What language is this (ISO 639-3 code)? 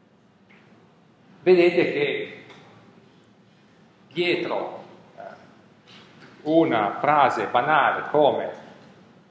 ita